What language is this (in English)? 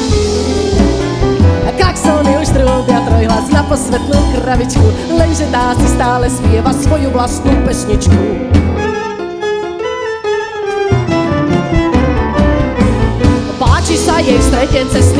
Slovak